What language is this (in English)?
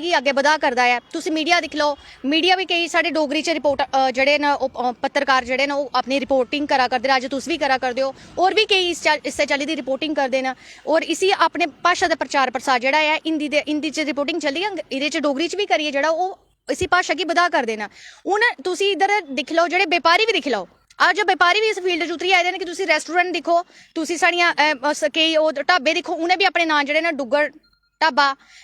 Dogri